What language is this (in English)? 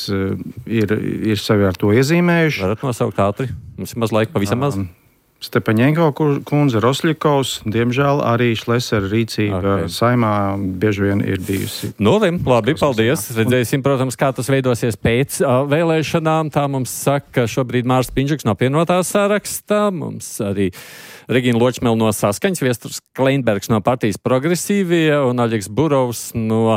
Latvian